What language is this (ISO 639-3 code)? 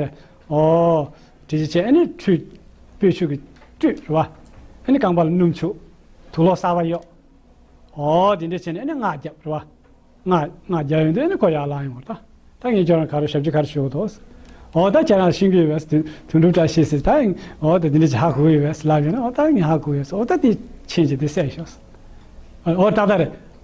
bod